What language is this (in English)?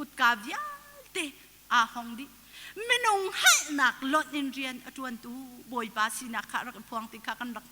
Hakha Chin